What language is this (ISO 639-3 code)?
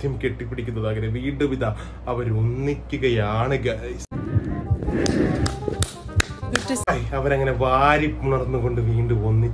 mal